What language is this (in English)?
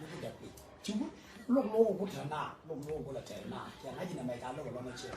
Nuer